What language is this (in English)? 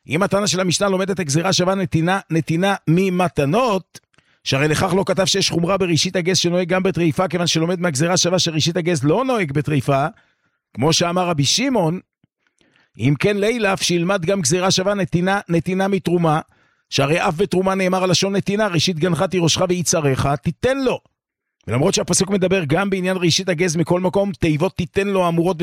Hebrew